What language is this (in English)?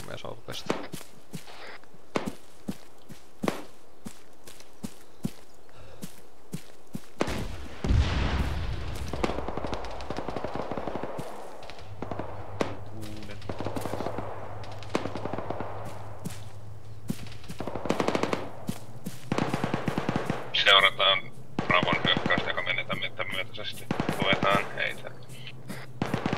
Finnish